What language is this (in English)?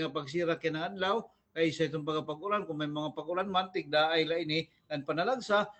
Waray